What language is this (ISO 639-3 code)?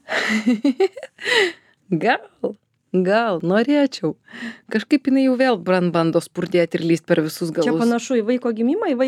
lit